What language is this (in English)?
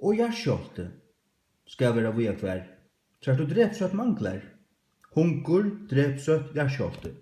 Faroese